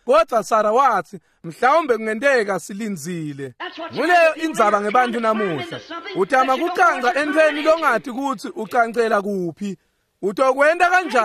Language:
Swati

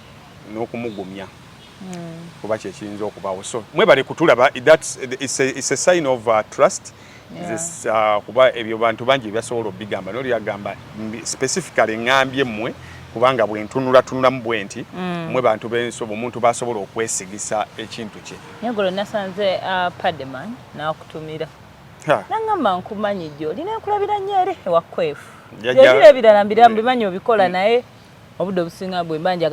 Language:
Ganda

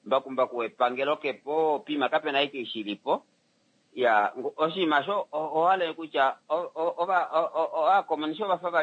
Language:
Kuanyama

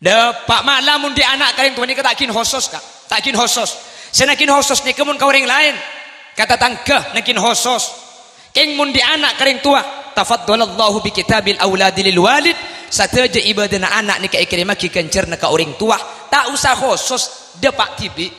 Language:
Madurese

